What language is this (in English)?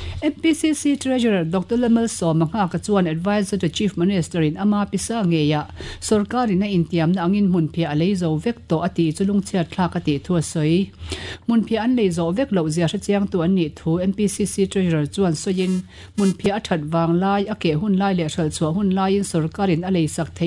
Mizo